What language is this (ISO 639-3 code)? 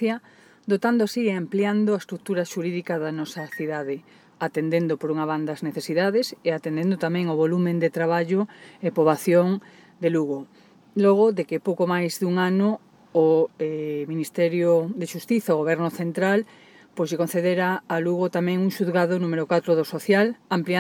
glg